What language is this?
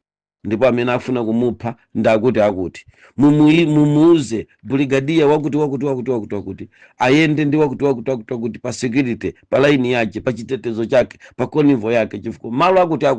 Nyanja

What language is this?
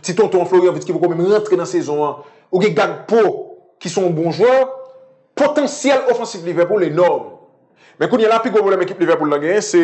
Haitian Creole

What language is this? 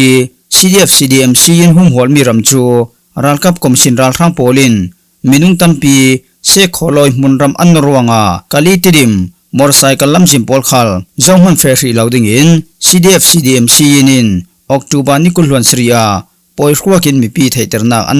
Falam Chin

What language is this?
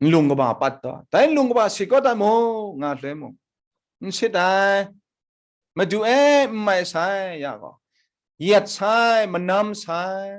Kachin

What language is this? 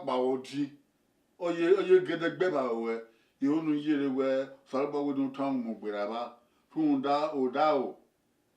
Bini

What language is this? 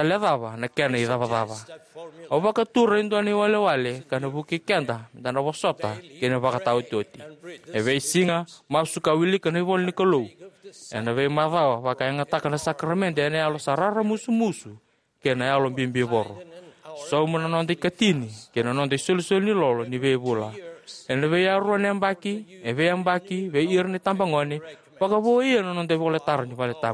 Fijian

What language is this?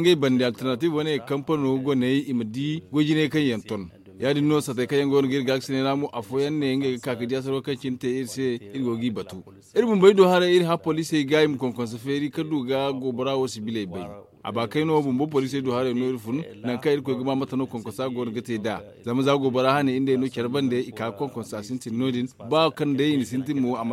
Zarma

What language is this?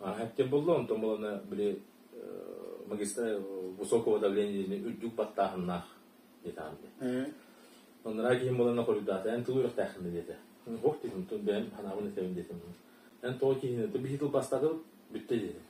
Yakut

